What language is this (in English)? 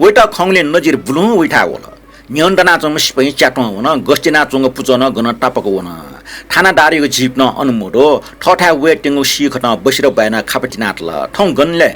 Newari